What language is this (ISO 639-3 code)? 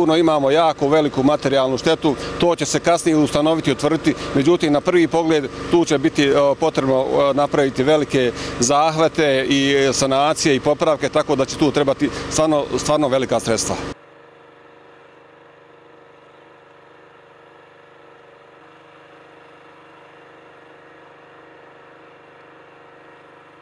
bos